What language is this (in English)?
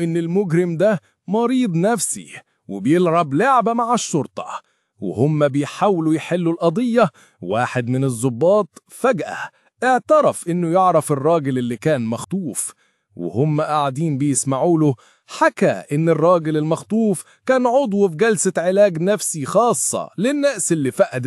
Egyptian Arabic